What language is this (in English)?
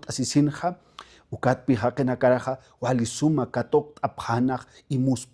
Aymara